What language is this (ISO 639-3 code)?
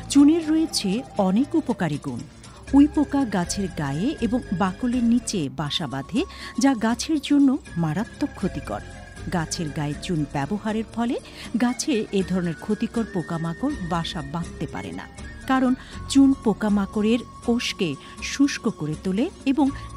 ben